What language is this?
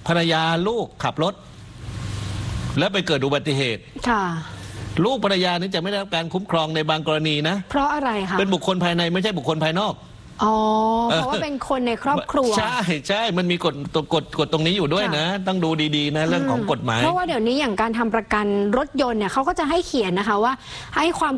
Thai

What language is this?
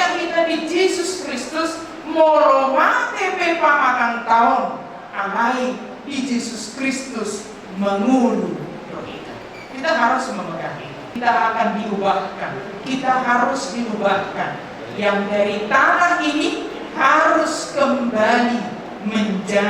Batak Toba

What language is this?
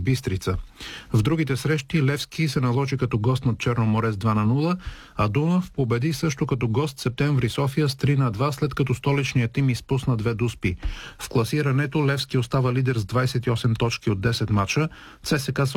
Bulgarian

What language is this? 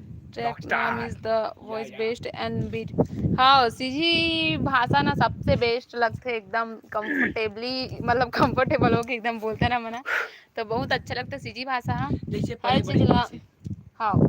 Chhattisgarhi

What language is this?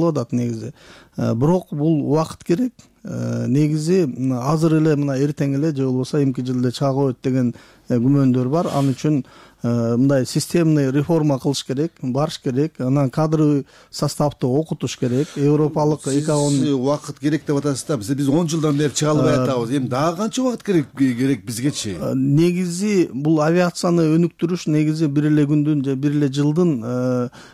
Kyrgyz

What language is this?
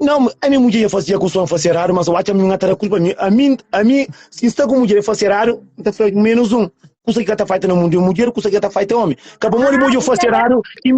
Kabuverdianu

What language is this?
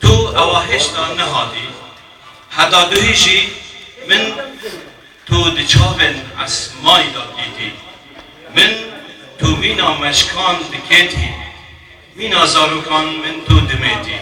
Kurdish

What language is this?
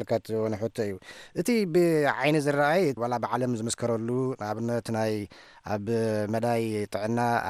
Tigrinya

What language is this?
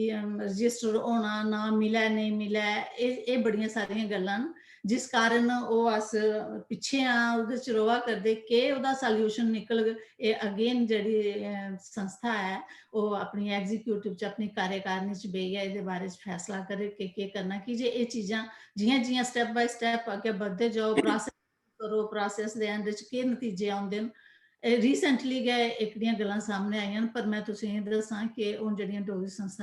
Dogri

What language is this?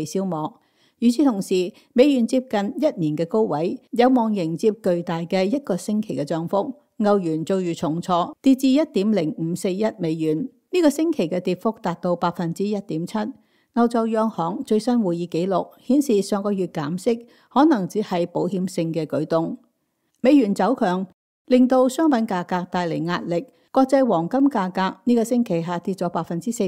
Cantonese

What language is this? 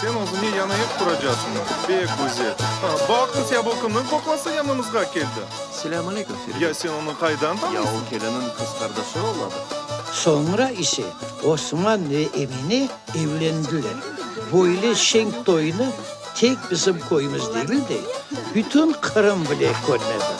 Crimean Tatar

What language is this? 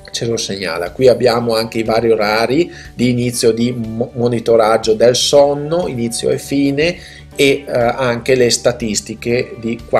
Italian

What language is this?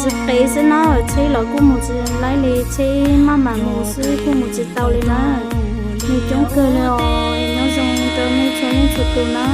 Hmong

